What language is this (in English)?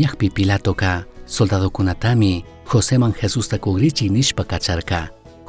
Chimborazo Highland Quichua